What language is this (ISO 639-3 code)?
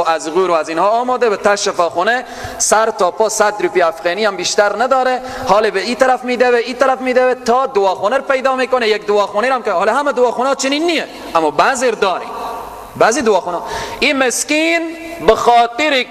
fas